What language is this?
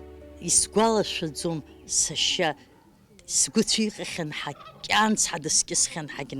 Abkhazian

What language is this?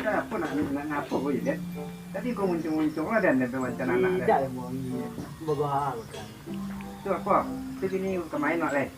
Minangkabau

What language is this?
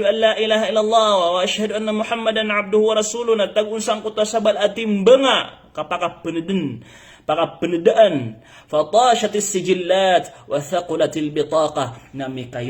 Maranao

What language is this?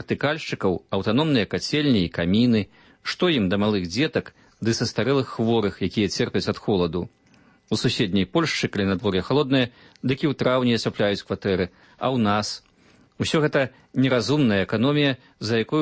Belarusian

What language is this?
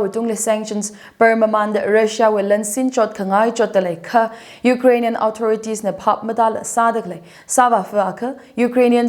Tangkhul Naga (India)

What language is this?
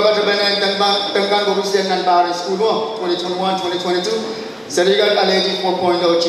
Pohnpeian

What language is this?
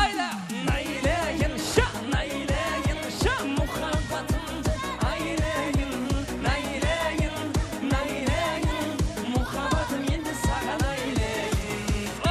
Kara-Kalpak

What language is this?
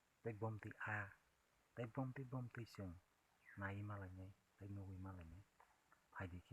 Kok Borok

